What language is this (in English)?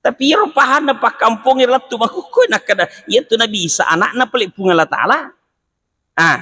Buginese